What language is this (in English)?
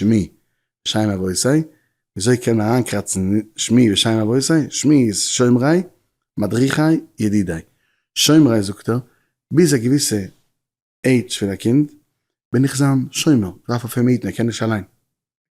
Yiddish